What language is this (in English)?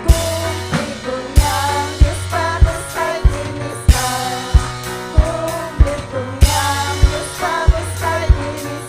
Ayacucho Quechua